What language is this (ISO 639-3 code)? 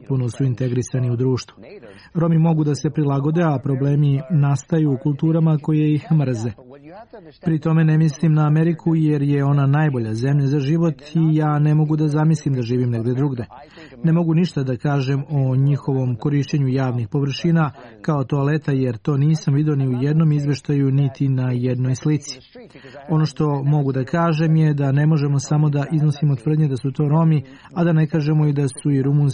srp